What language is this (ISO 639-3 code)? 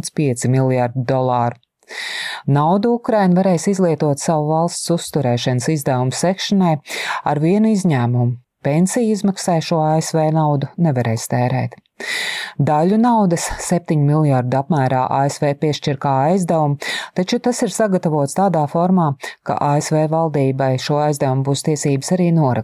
lav